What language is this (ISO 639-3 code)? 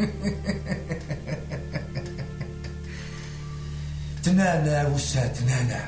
kab